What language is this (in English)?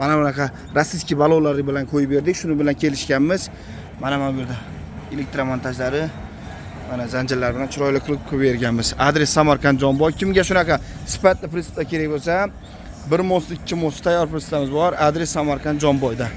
Uzbek